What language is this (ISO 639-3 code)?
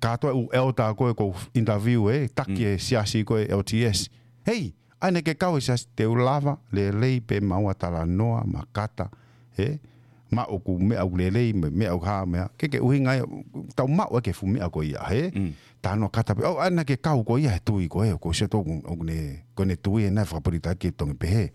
ton